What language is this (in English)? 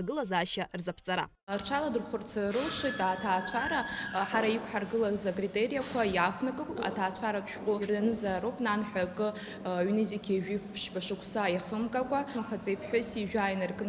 Abkhazian